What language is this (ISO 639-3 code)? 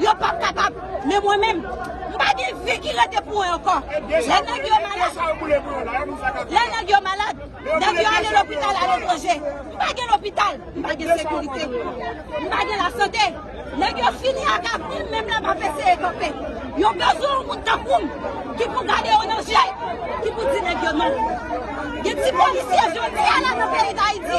hat